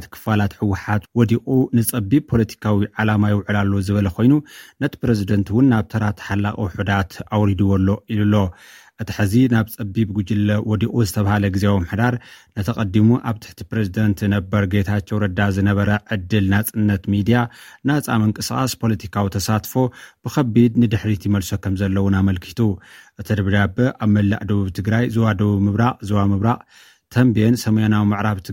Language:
Tigrinya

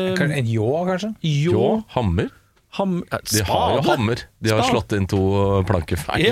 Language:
Norwegian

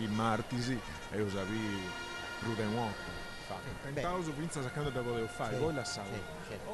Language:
Sardinian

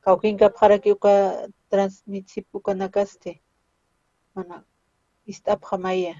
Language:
Aymara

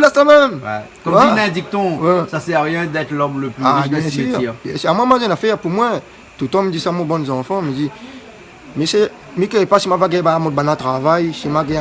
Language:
Réunion Creole French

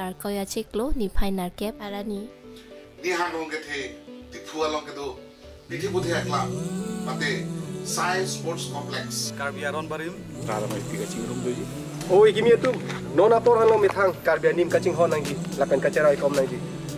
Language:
Karbi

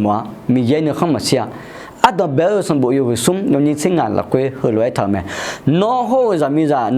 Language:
Akha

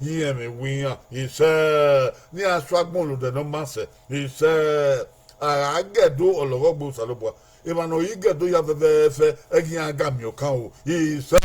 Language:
Bini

